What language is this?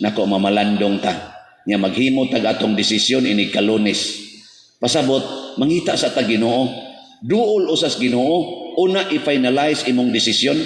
Cebuano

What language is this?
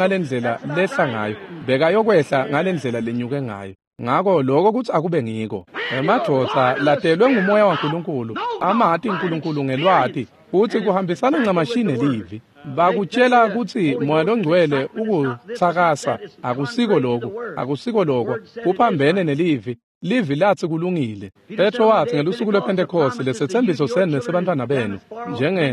Swati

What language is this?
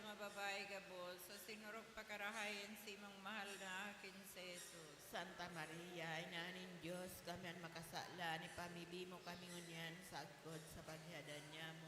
Bikol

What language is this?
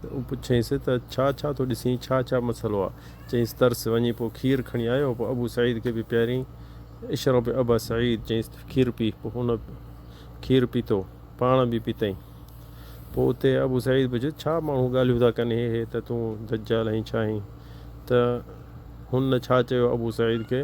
Sindhi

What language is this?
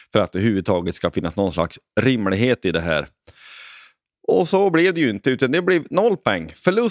Swedish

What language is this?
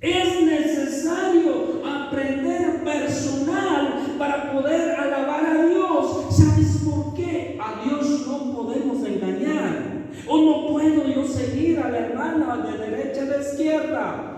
Chimborazo Highland Quichua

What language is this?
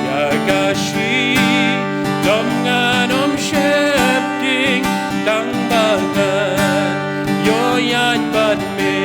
Khasi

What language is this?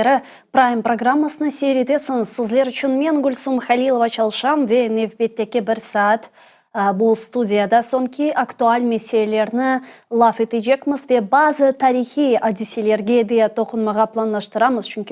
Crimean Tatar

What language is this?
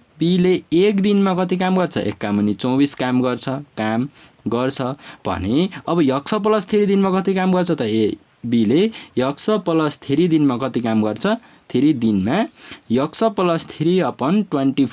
Nepali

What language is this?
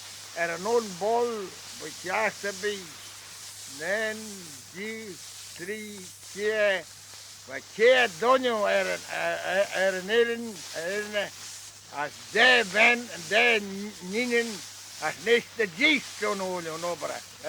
Manx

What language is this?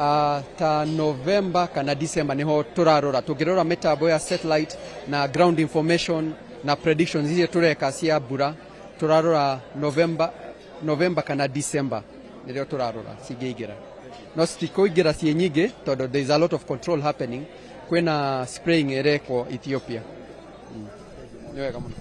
Kikuyu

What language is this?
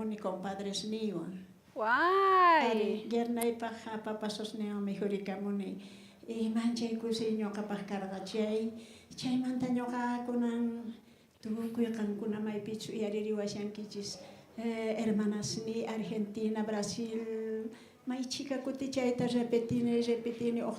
South Bolivian Quechua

